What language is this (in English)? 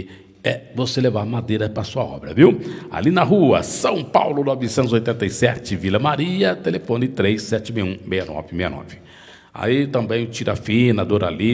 Portuguese